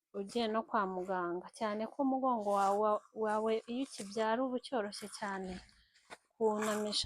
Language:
Kinyarwanda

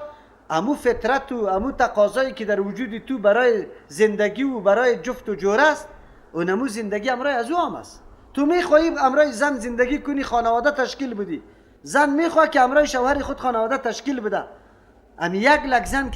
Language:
Persian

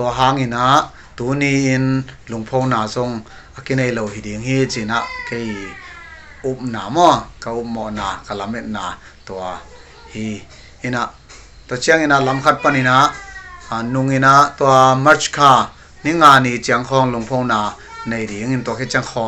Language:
Paite Chin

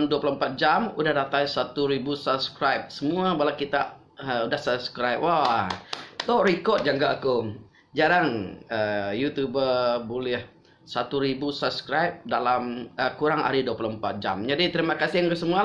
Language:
Iban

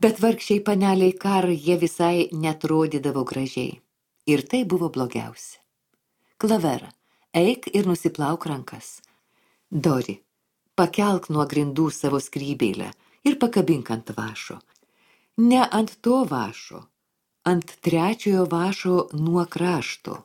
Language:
Lithuanian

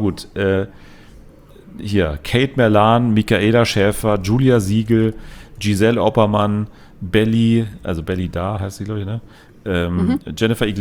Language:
German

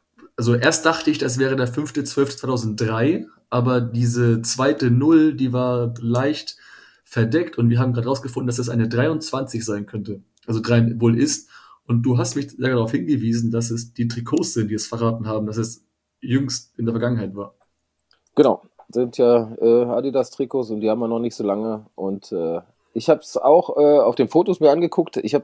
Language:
German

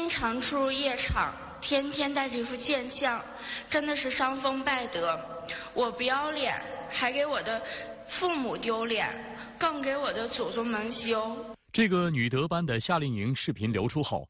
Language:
Chinese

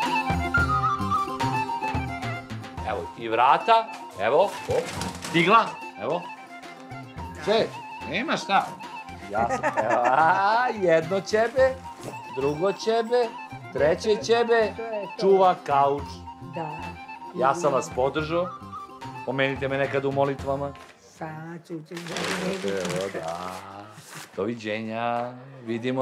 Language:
Serbian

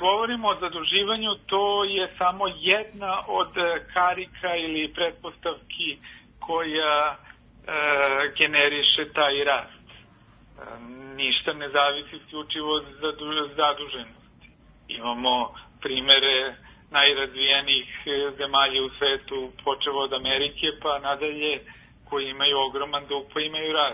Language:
Serbian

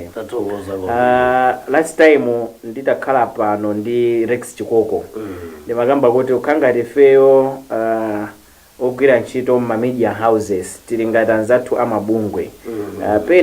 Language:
Nyanja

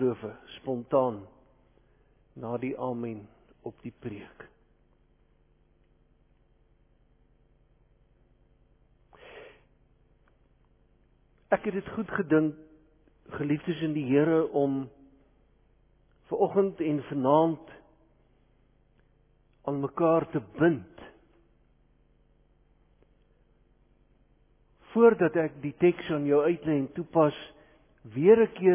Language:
Afrikaans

